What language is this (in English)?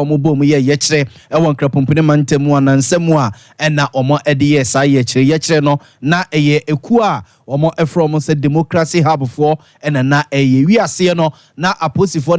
Akan